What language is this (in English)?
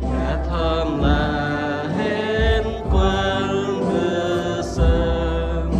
Central Mnong